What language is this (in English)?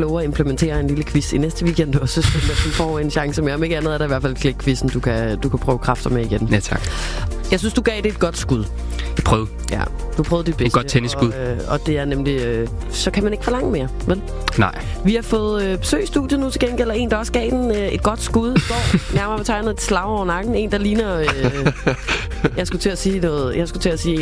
Danish